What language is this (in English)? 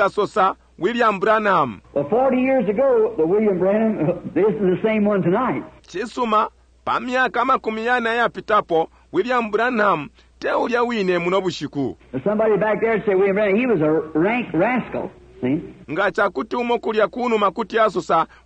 Bemba